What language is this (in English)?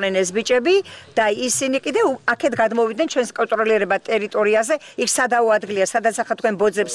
Georgian